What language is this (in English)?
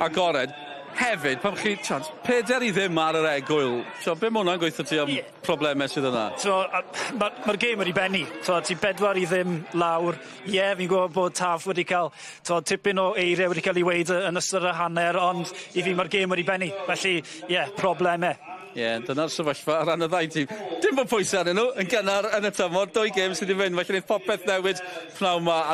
Welsh